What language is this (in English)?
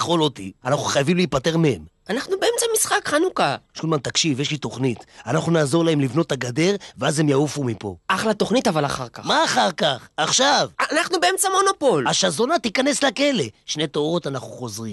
Hebrew